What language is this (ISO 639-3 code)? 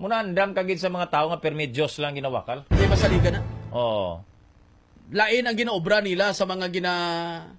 hil